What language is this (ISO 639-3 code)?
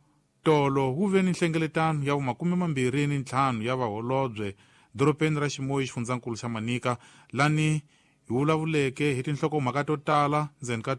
tso